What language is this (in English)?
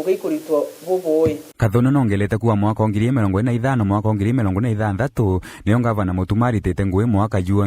Meru